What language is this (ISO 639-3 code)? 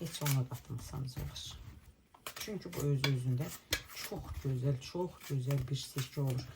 aze